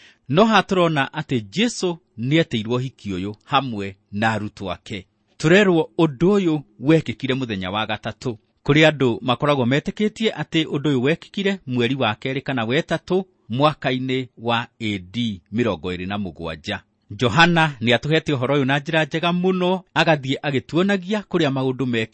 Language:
Kikuyu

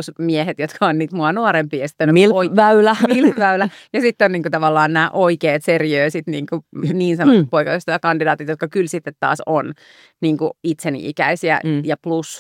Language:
Finnish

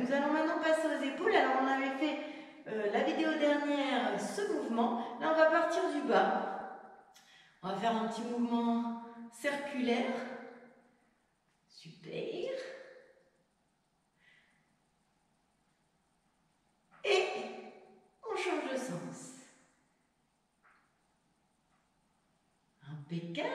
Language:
French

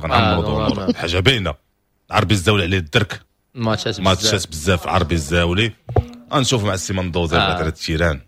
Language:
Moroccan Arabic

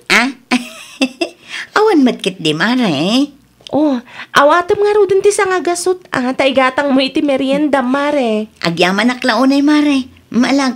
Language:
Iloko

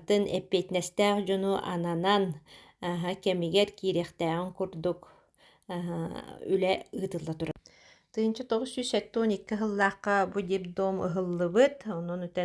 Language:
Yakut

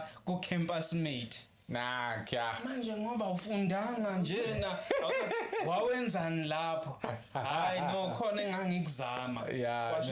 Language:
Zulu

